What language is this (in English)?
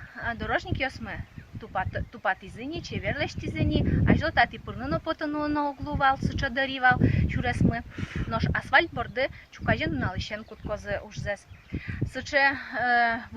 Udmurt